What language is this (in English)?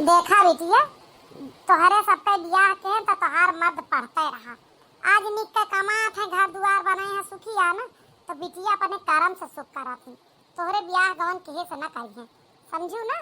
Awadhi